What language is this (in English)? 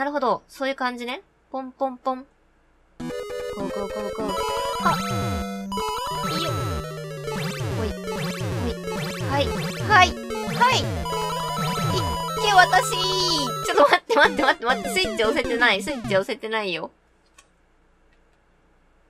Japanese